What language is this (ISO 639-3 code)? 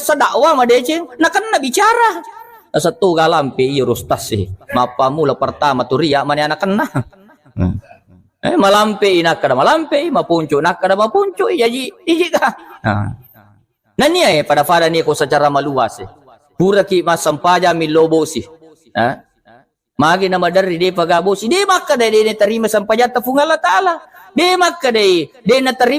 bug